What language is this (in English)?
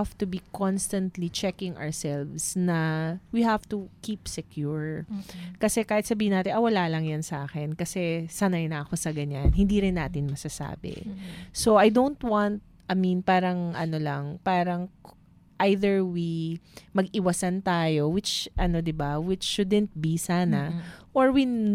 Filipino